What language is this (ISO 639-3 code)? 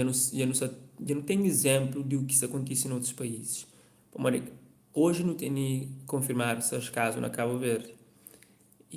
kea